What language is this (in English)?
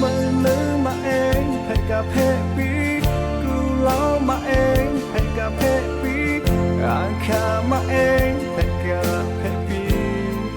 Lahu